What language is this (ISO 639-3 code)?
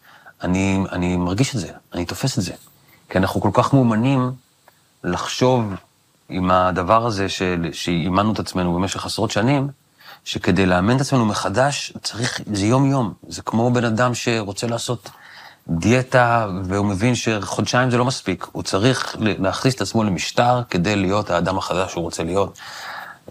heb